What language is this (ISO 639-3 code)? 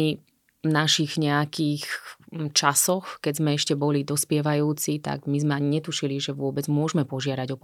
slk